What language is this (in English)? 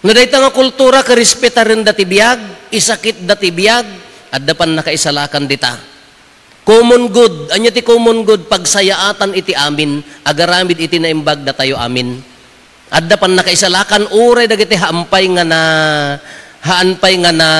Iloko